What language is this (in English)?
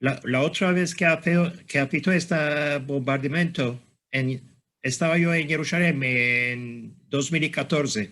Ladino